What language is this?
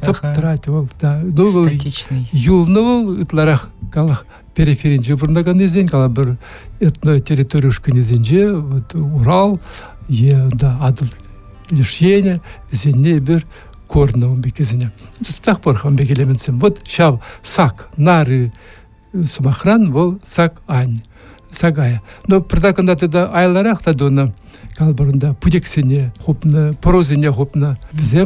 Chuvash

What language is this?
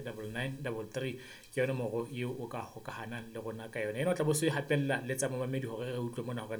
Southern Sotho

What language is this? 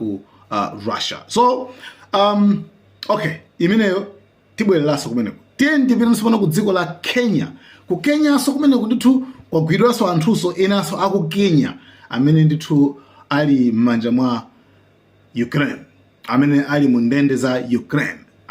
Nyanja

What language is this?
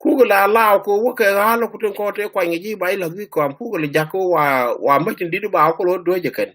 Nuer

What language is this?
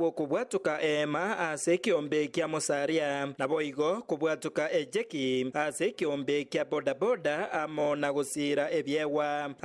Gusii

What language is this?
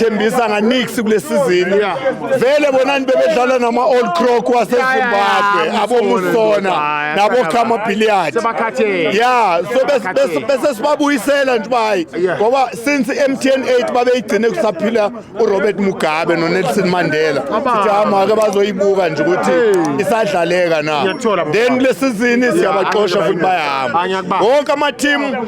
Zulu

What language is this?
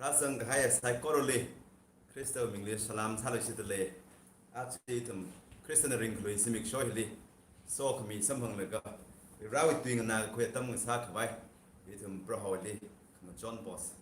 Tangkhul Naga (India)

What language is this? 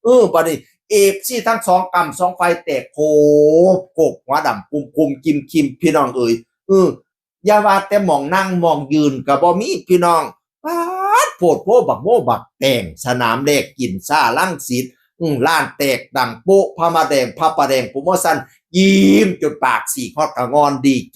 Northeastern Thai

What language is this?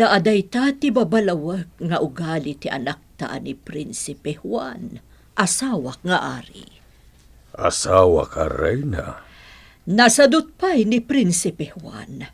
Iloko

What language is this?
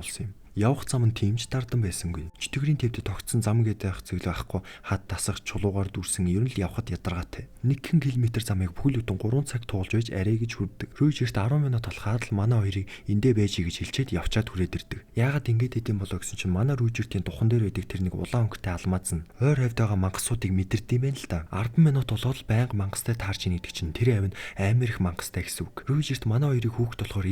Mongolian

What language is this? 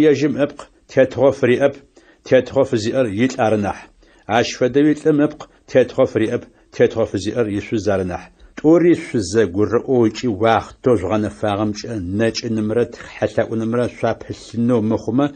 Adyghe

